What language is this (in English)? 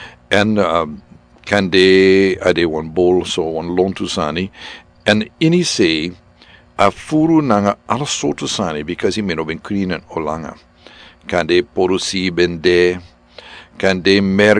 Sranan Tongo